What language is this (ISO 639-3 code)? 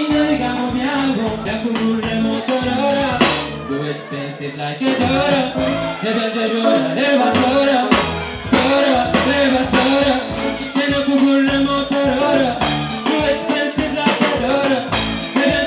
nyn